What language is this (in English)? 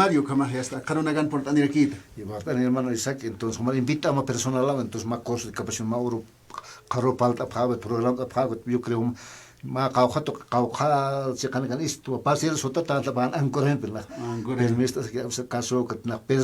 Aymara